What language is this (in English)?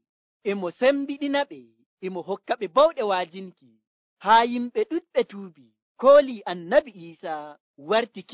Nigerian Fulfulde